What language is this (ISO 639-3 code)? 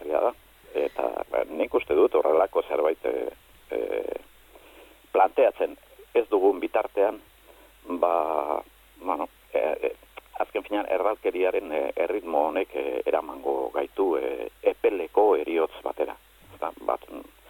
eus